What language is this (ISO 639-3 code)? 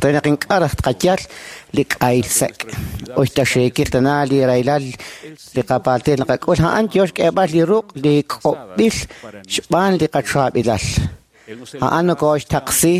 kek